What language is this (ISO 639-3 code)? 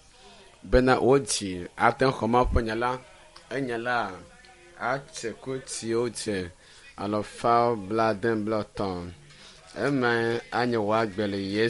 ewe